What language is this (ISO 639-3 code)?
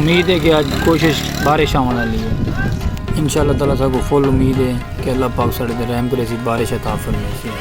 skr